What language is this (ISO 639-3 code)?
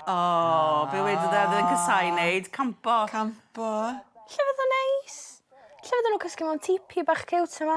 cym